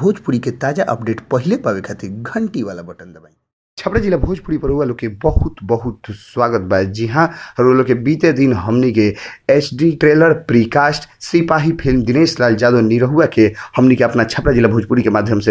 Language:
Bhojpuri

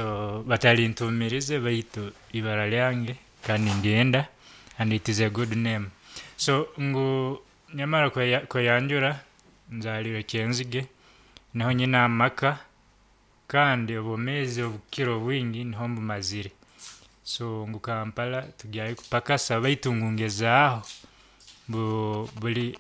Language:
Nyoro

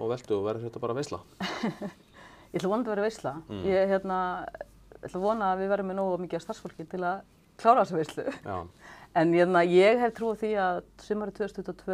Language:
Icelandic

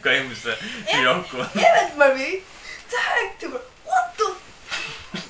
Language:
Faroese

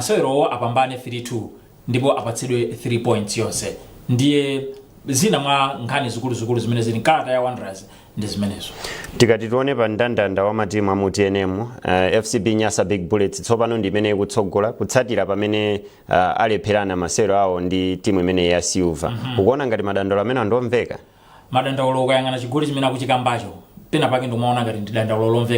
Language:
Nyanja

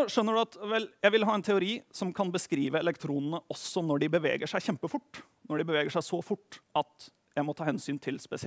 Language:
Norwegian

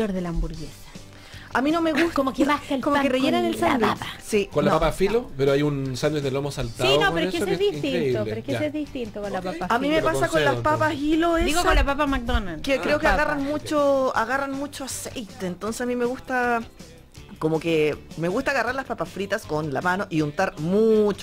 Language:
Spanish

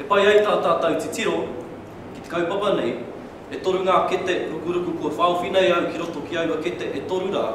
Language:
Māori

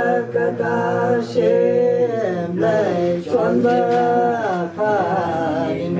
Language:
Tangkhul Naga (India)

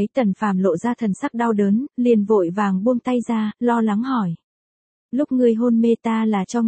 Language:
Vietnamese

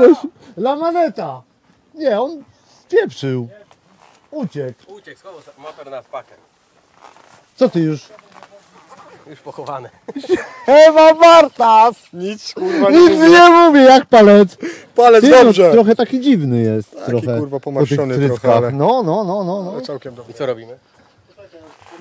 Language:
Polish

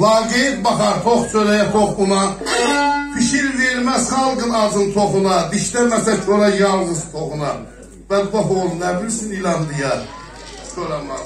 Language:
South Azerbaijani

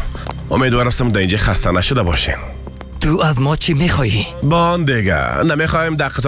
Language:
Persian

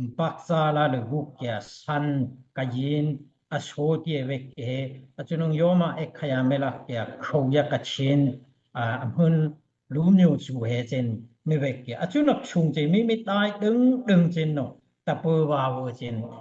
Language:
Daai Chin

